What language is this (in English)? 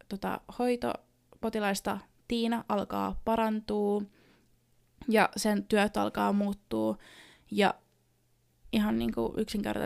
Finnish